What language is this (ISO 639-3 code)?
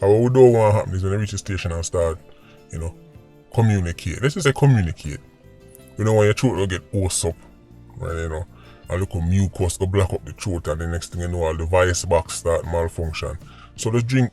jam